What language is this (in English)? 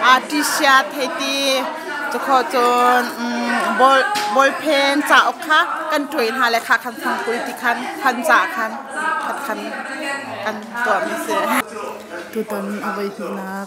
Hakha Chin